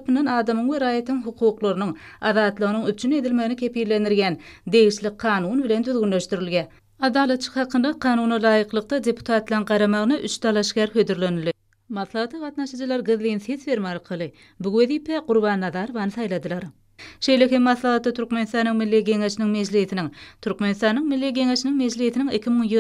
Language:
Turkmen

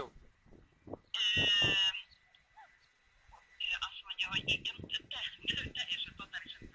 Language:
Hungarian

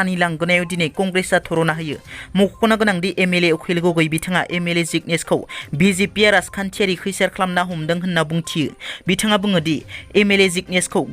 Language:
Bodo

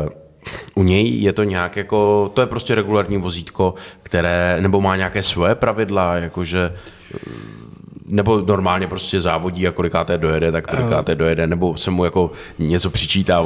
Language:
Czech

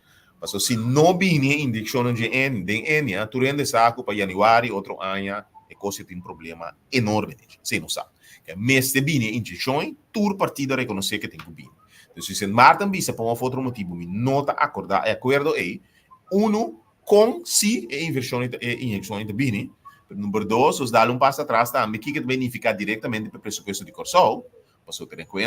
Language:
Papiamento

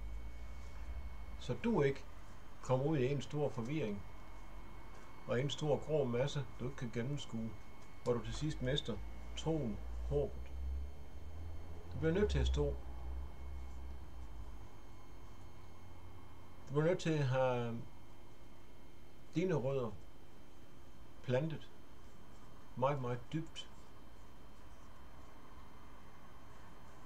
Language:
Danish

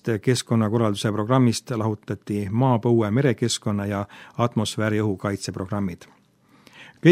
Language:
Estonian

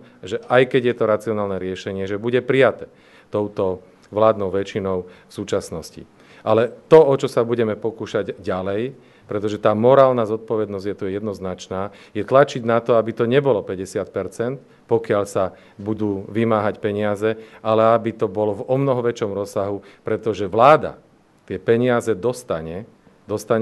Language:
Slovak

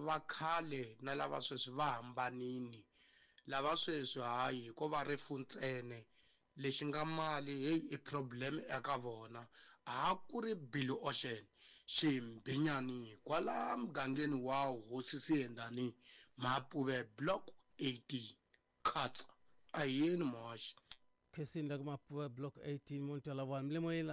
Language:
Tsonga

